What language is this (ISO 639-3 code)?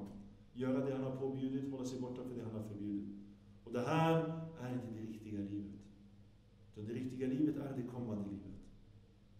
swe